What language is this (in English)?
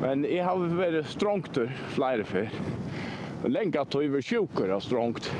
Faroese